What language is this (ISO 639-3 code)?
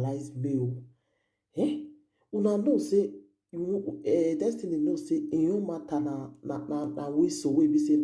pcm